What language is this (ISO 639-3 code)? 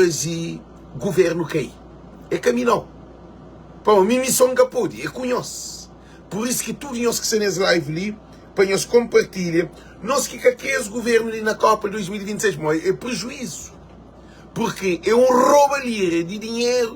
kea